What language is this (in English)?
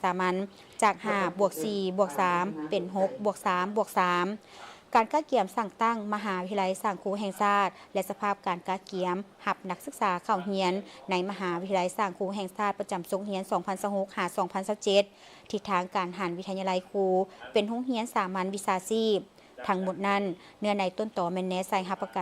Lao